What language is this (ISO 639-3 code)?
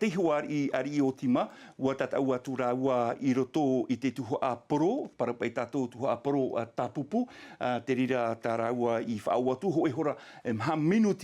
tah